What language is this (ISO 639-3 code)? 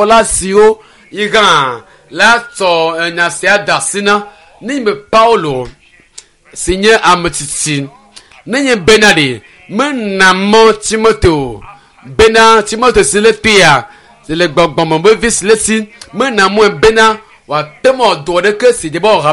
ewe